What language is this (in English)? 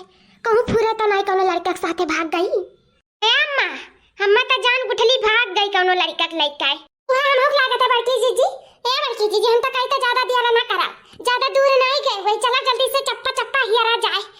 Awadhi